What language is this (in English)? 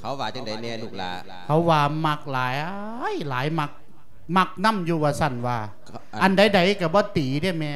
Lao